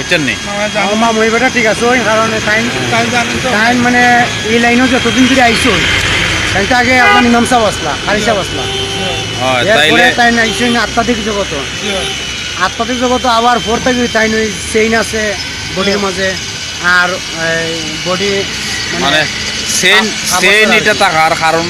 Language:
Sylheti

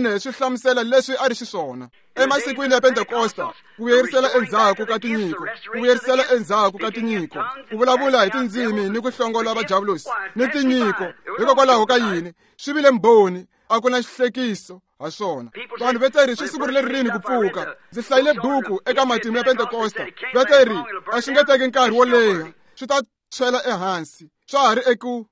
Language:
Tsonga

